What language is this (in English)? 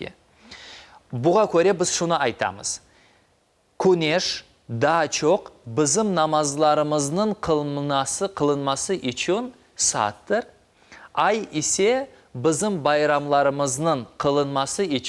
Crimean Tatar